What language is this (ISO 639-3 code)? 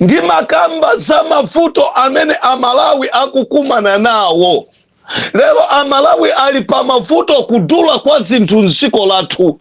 nya